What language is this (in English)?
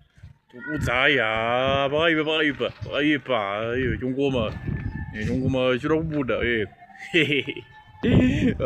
Shona